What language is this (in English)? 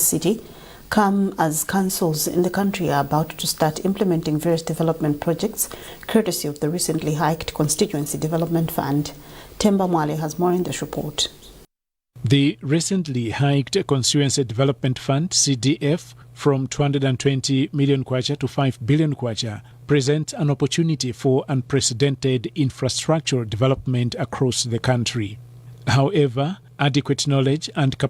English